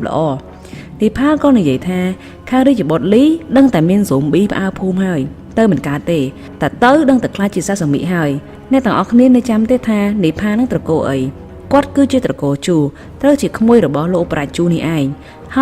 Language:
Khmer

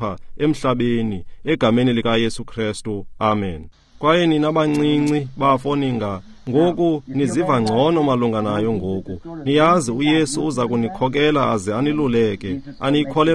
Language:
Xhosa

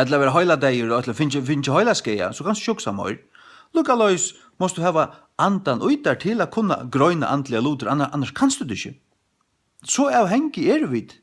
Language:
Faroese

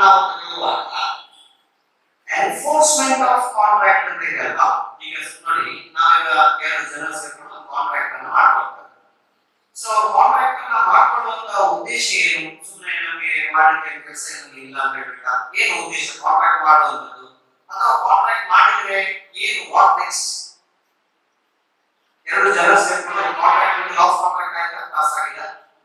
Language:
Kannada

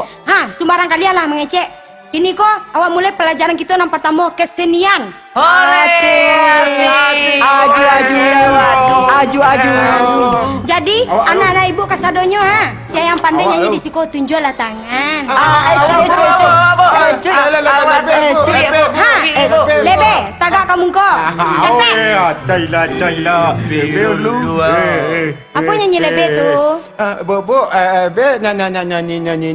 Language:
Minangkabau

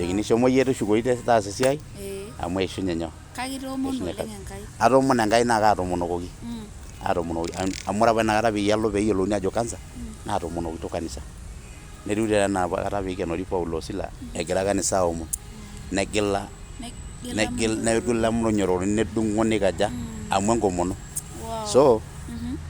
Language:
Masai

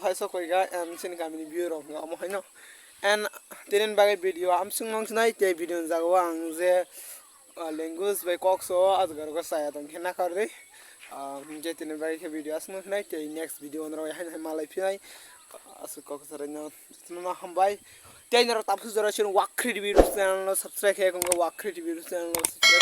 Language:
Kok Borok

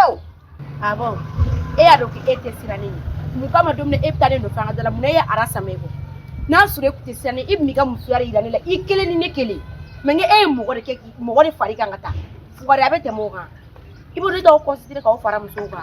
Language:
Bambara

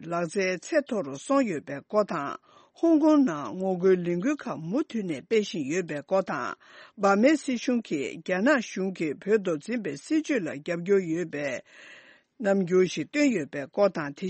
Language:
Tibetan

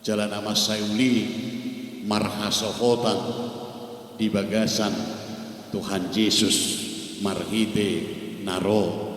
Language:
Batak Toba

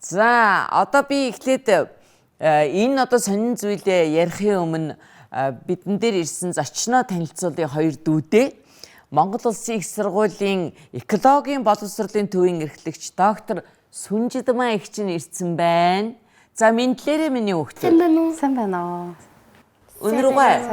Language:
Mongolian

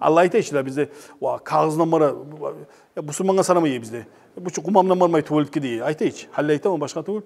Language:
Kumyk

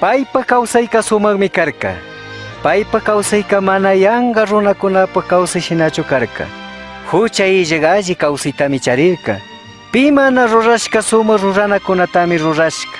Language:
Chimborazo Highland Quichua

